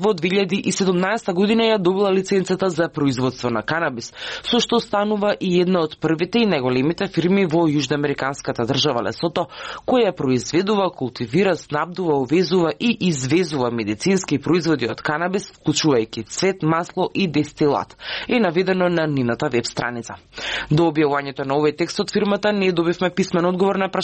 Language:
Macedonian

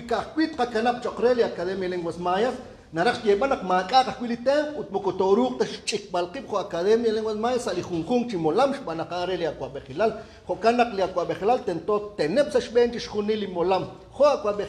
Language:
Kekchí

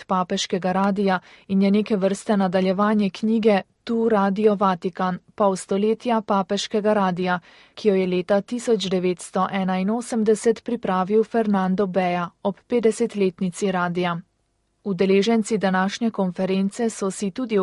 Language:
Slovenian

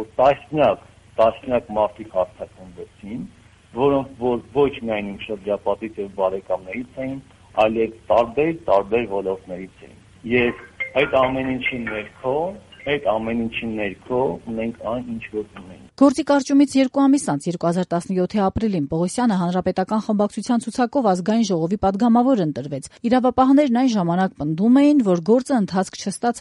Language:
Armenian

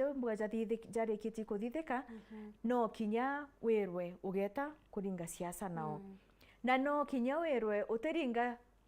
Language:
Meru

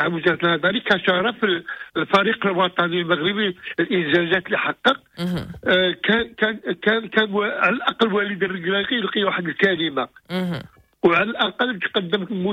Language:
Moroccan Arabic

